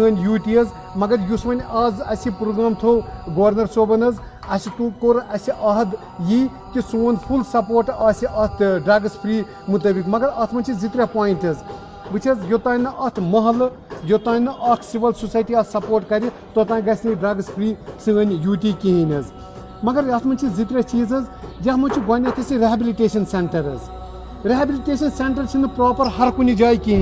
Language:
Kashmiri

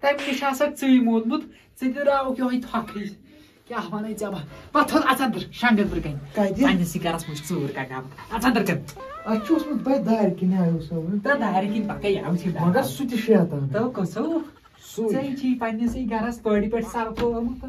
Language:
Kashmiri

